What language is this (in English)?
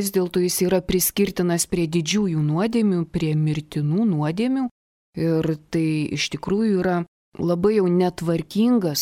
Lithuanian